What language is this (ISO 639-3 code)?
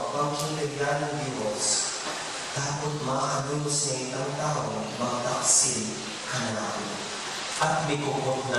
pam